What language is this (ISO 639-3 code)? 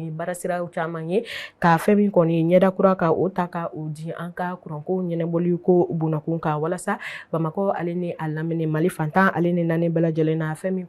bam